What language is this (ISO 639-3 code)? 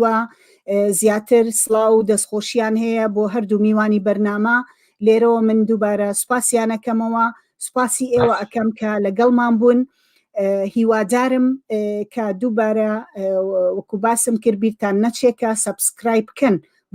ckb